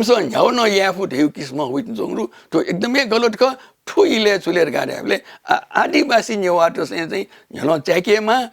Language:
Newari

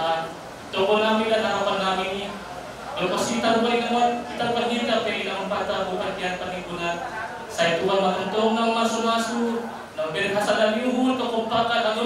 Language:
Batak Simalungun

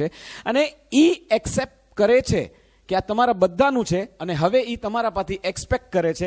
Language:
Gujarati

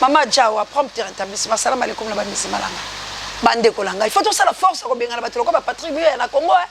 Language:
Lingala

